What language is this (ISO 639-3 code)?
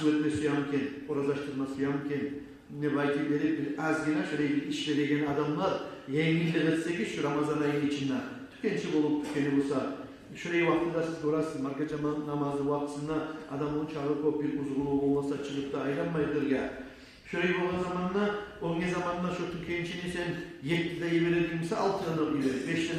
kum